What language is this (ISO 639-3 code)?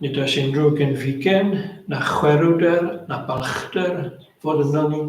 cym